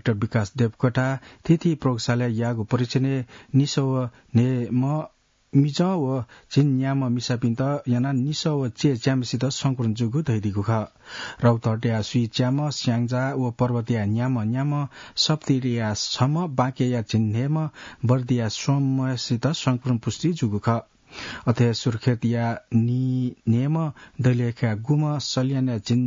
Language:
Newari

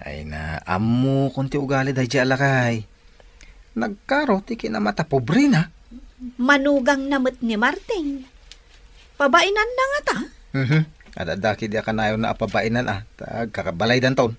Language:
Iloko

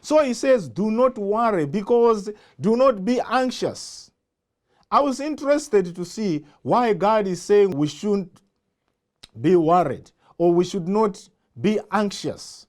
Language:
English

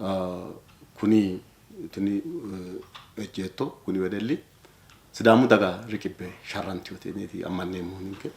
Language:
Sidamo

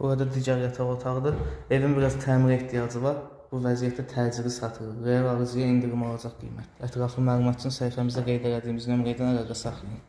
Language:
Azerbaijani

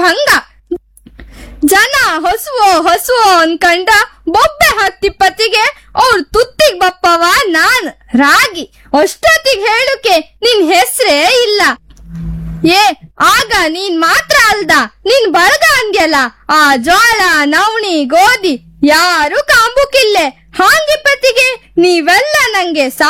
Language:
Kannada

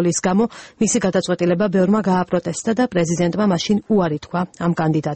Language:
Georgian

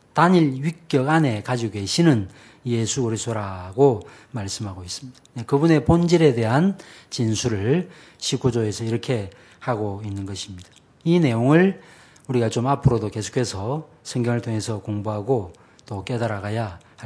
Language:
Korean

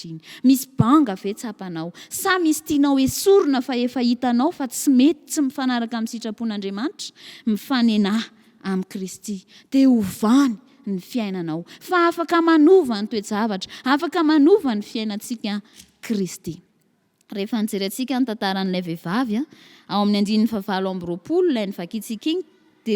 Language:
Malagasy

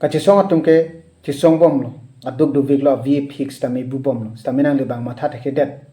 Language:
Karbi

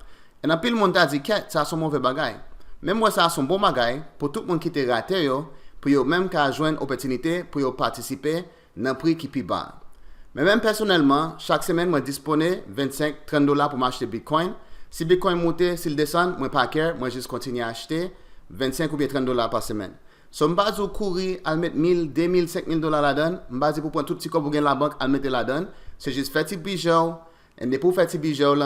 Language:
Haitian Creole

